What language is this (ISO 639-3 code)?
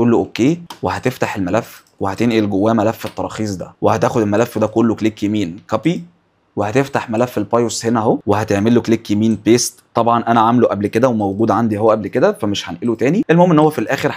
arz